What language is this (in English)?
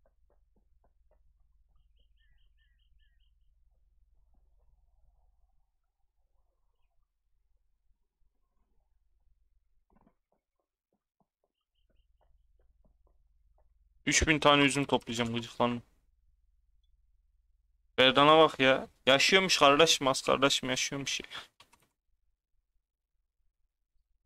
Turkish